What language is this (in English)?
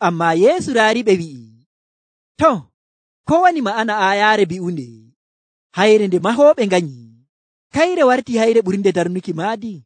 Nigerian Fulfulde